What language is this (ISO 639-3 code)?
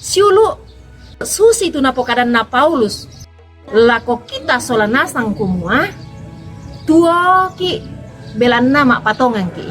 sda